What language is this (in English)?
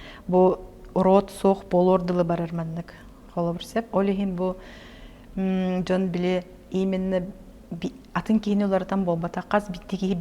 Yakut